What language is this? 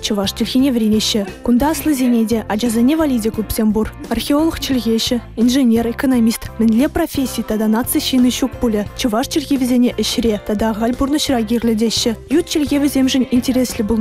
Chuvash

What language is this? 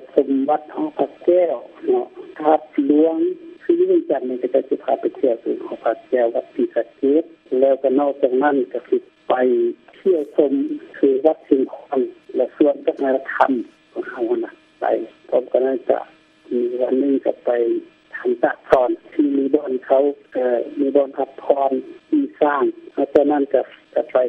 Lao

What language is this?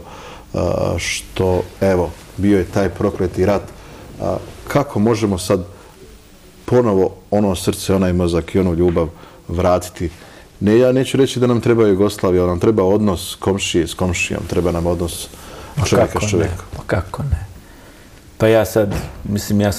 Bosnian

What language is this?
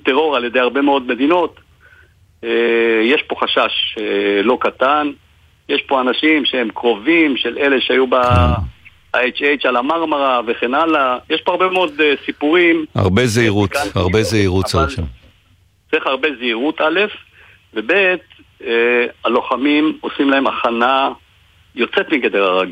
Hebrew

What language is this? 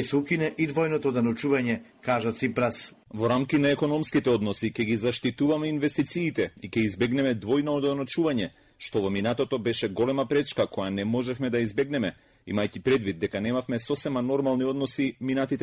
Macedonian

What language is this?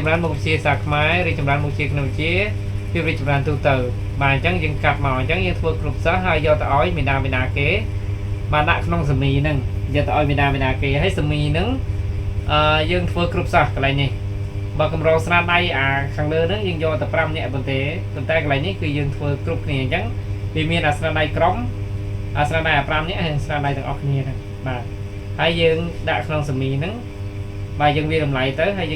Khmer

